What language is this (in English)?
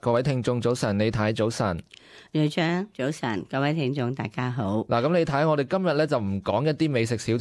Cantonese